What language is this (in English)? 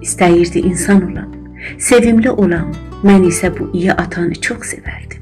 South Azerbaijani